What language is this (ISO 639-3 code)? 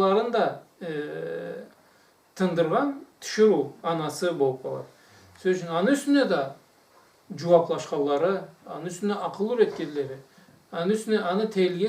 krc